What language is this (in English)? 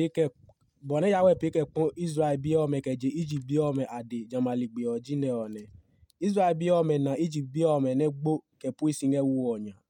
Adangme